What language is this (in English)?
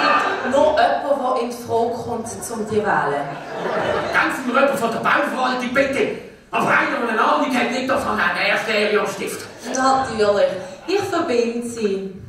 Swiss German